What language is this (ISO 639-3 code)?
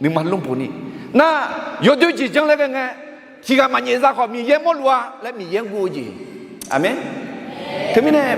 ahk